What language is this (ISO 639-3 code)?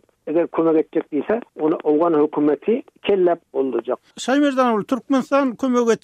tuk